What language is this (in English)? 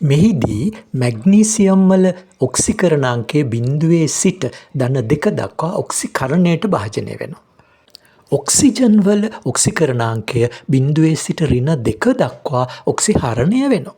Sinhala